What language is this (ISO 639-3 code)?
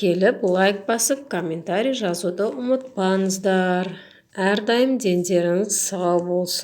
kaz